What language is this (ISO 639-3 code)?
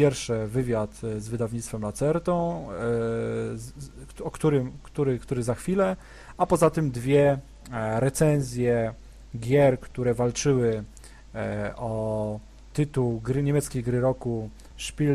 pol